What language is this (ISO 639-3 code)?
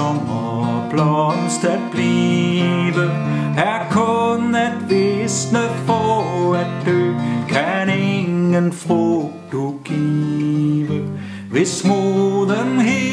dan